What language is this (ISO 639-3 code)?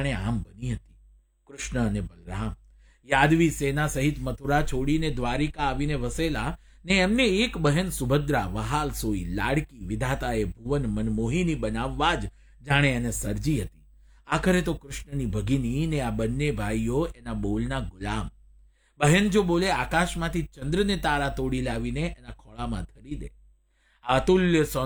guj